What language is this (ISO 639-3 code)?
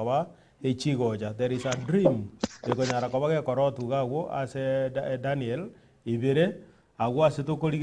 guz